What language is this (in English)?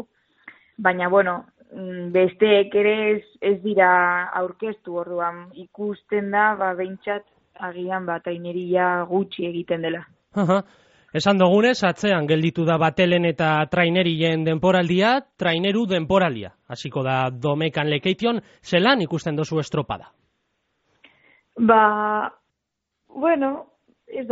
Basque